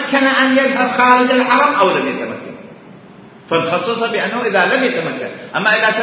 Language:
Mesopotamian Arabic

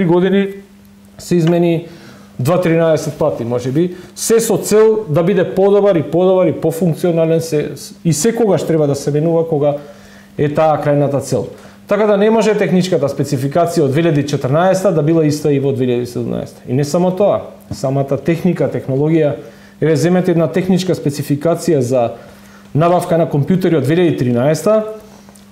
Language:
Macedonian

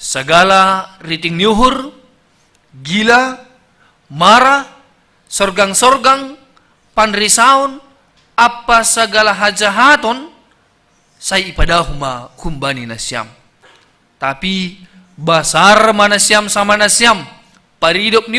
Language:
Batak Simalungun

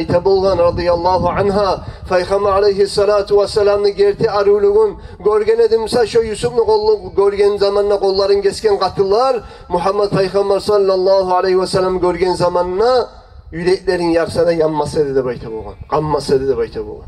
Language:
Kumyk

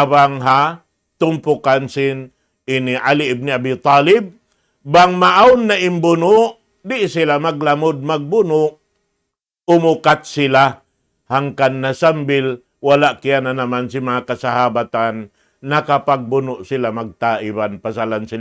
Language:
Tausug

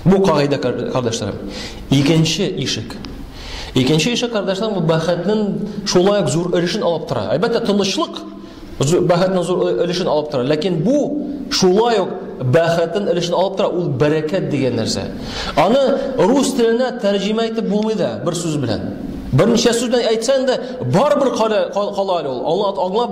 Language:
Tatar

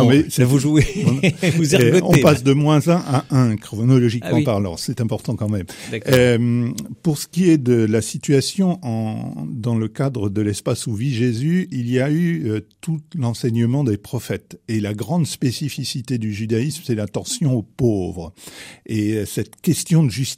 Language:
French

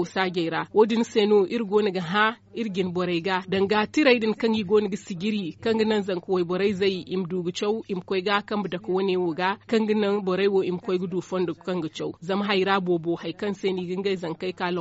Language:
Zarma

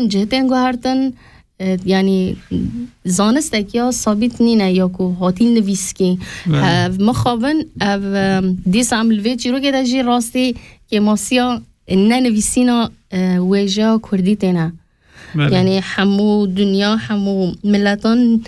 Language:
Kurdish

